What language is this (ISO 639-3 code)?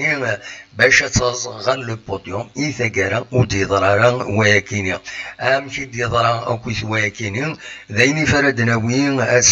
kab